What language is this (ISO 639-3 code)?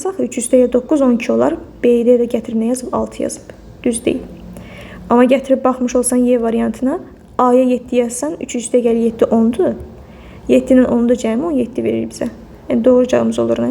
aze